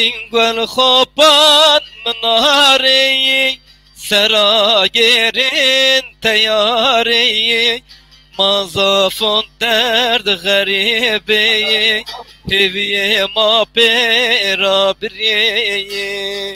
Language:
Zaza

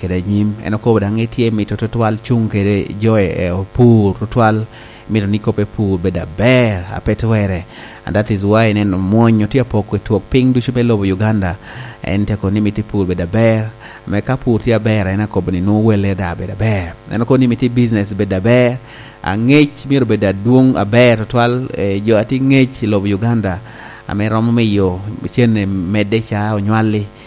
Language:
Lango (Uganda)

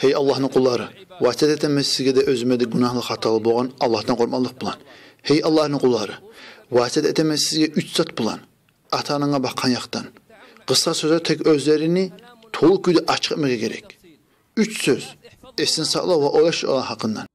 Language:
Kumyk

